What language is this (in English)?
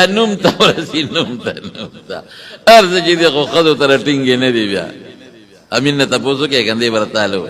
Pashto